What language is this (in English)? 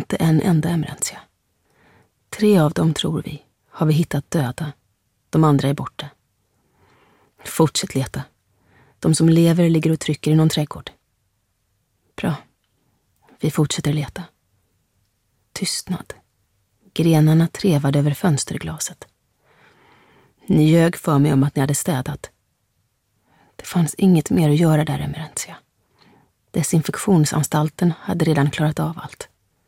Swedish